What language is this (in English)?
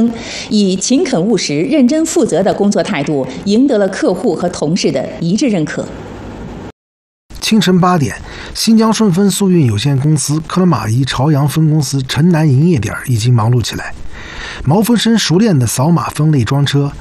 Chinese